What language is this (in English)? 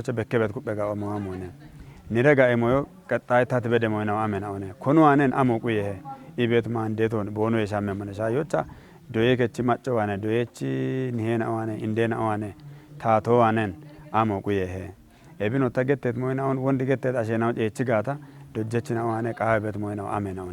Kafa